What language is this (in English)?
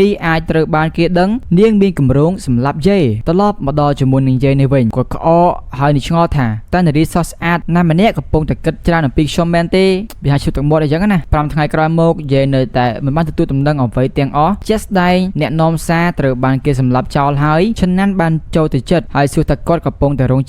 Khmer